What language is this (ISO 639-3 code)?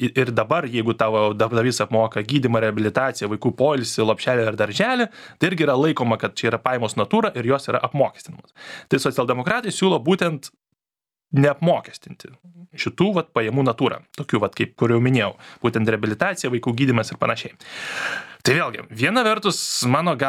lit